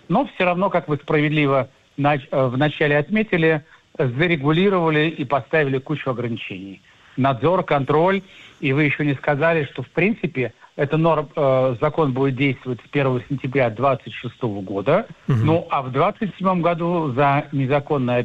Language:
Russian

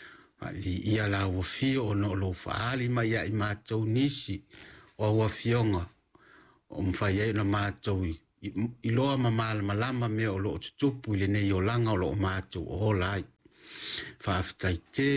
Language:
Samoan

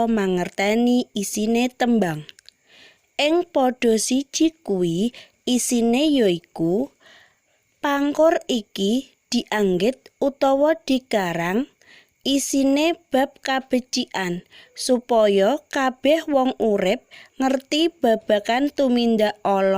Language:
Javanese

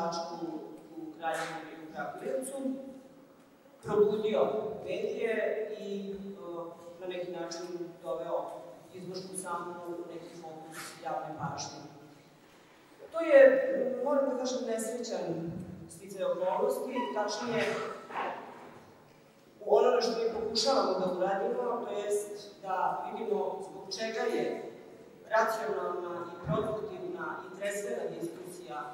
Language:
Serbian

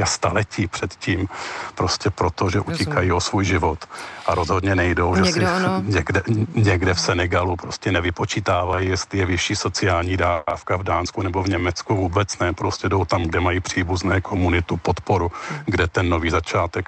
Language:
Czech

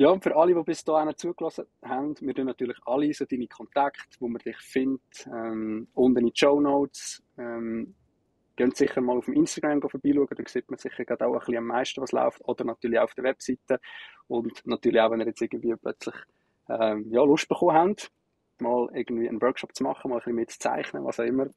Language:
Swiss German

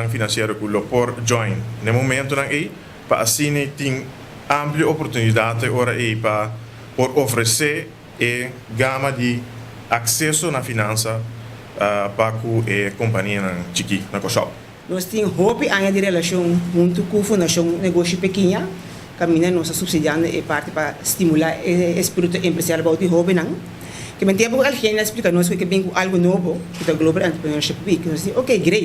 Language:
Papiamento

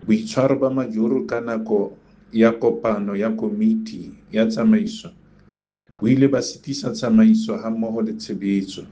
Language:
Southern Sotho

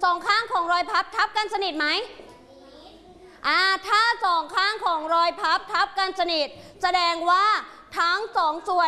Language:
Thai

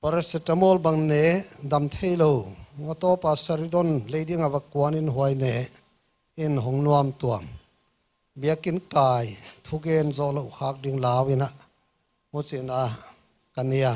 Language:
Paite Chin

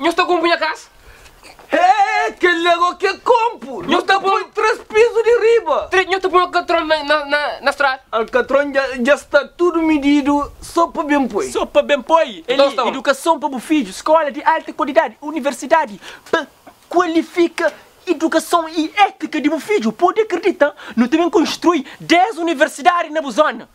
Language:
Kabuverdianu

